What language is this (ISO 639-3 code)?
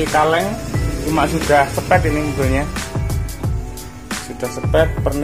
ind